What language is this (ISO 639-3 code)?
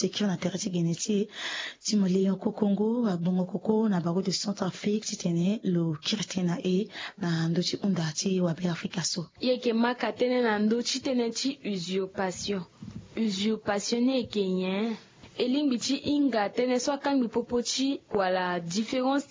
sag